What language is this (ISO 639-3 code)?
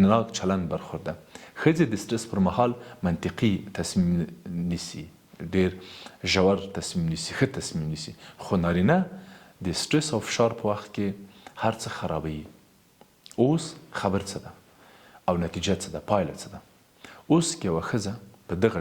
pus